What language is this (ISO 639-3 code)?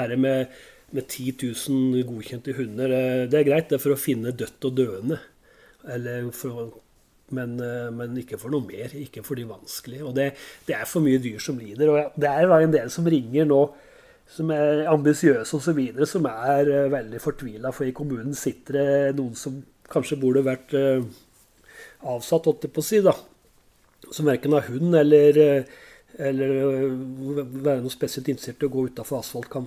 nor